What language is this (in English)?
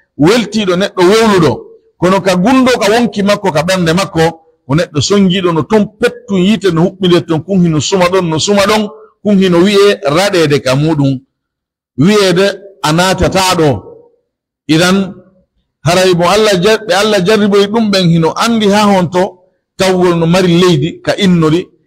Pular